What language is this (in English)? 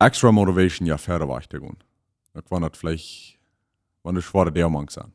Plautdietsch